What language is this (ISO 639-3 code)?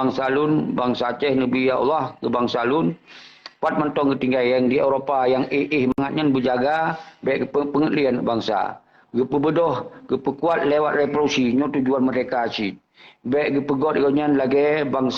ace